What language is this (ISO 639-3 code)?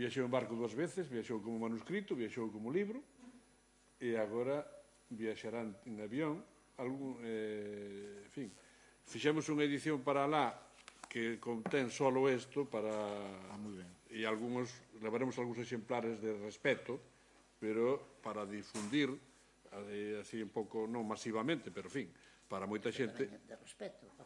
glg